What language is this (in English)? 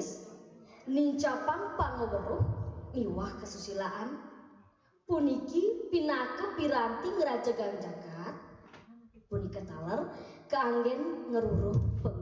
Balinese